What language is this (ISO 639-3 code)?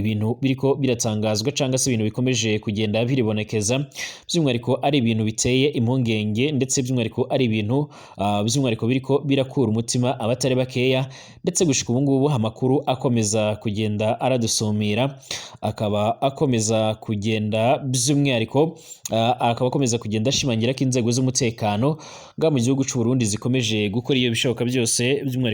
run